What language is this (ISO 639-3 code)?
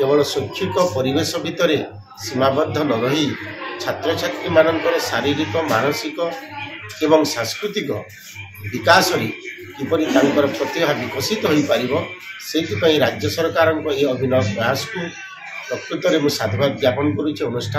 ori